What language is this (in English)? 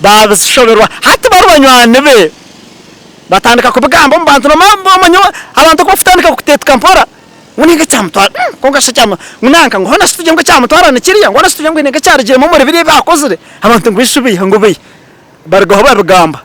Nyankole